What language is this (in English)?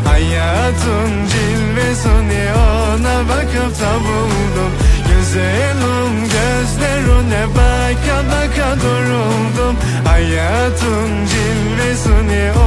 Turkish